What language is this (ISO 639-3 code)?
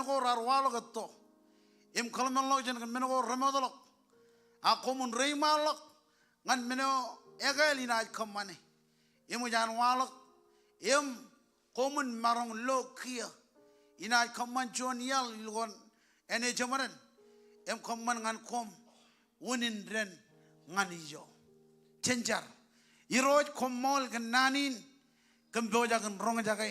mah